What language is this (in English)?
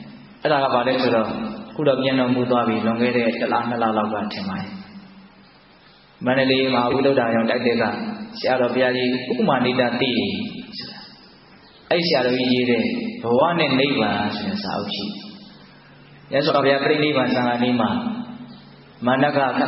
Burmese